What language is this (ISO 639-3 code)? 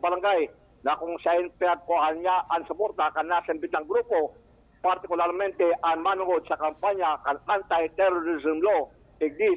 bik